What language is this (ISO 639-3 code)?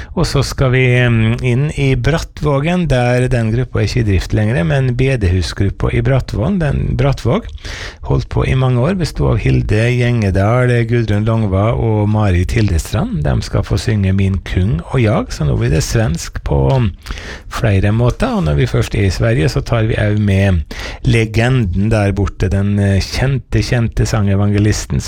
nor